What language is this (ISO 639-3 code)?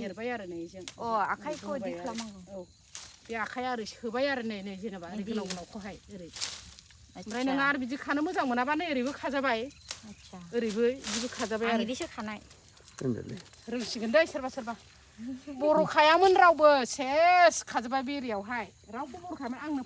brx